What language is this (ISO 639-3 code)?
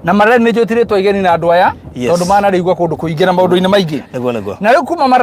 kik